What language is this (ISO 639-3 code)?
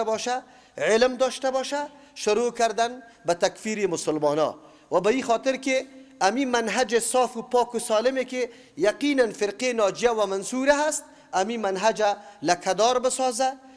fas